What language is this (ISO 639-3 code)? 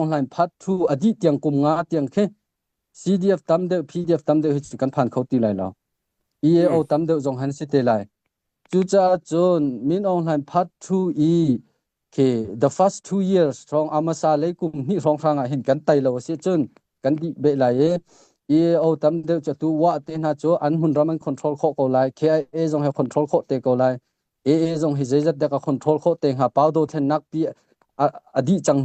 cnh